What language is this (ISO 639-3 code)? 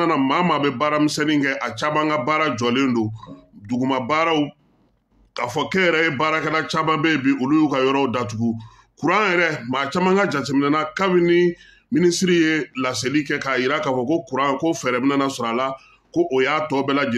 bam